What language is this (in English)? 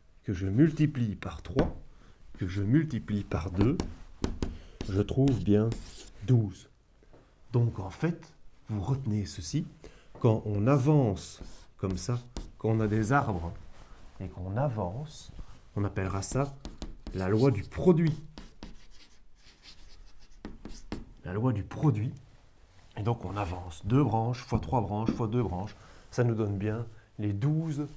French